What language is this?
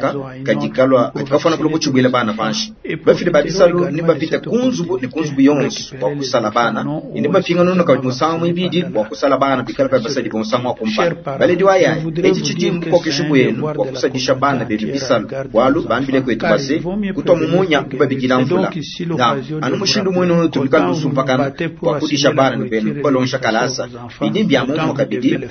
Luba-Lulua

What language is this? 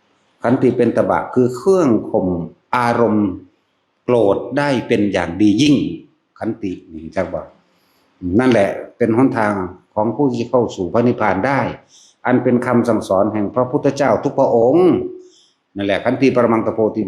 Northeastern Thai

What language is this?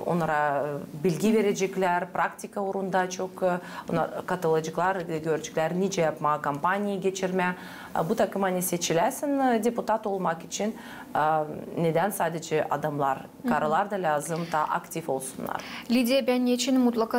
Gagauz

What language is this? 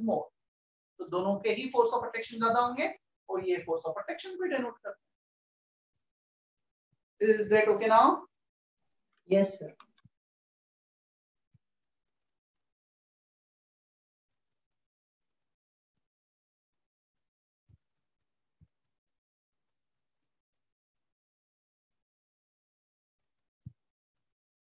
Hindi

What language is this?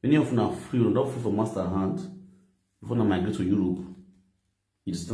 Nigerian Pidgin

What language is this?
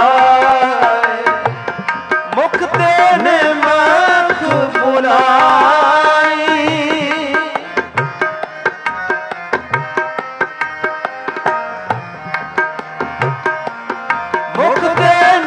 Punjabi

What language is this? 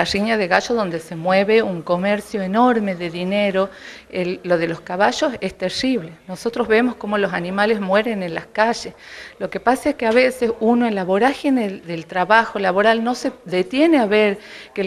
Spanish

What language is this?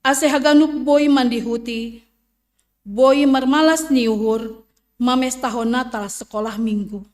Batak Simalungun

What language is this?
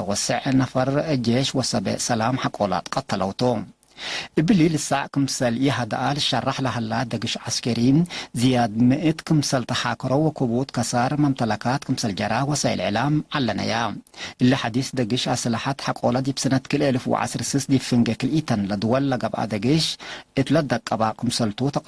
Tigre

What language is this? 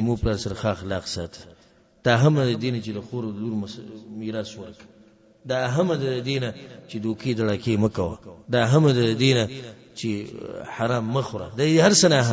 Pashto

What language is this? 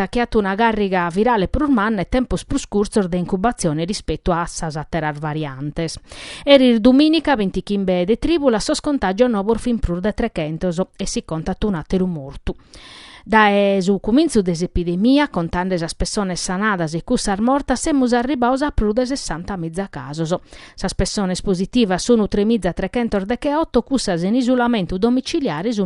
Sardinian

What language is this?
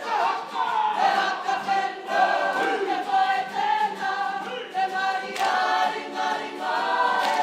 Māori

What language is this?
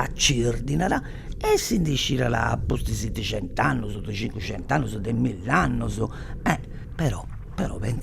Sardinian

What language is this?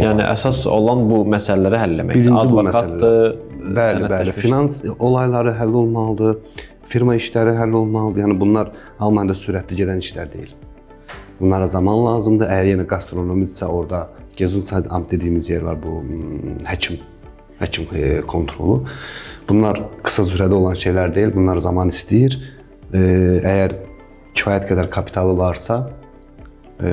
Azerbaijani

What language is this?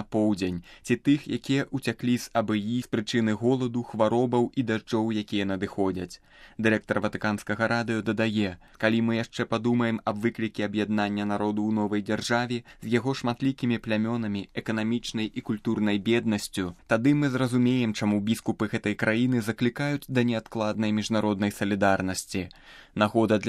Belarusian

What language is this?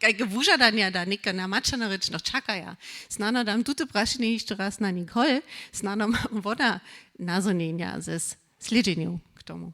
Upper Sorbian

